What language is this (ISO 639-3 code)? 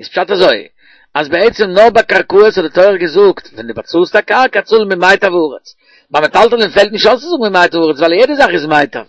yid